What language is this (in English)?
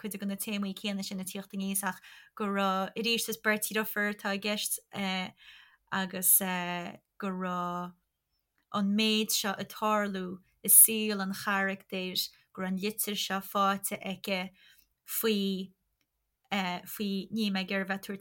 Irish